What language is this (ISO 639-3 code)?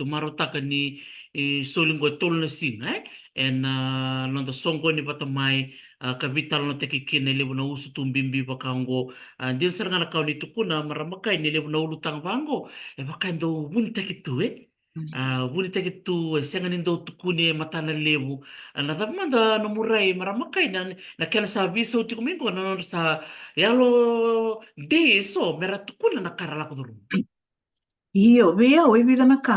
fij